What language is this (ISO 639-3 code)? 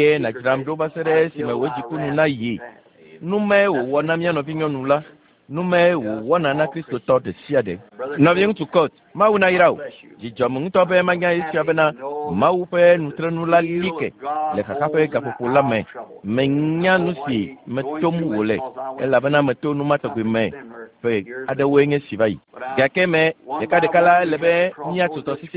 ewe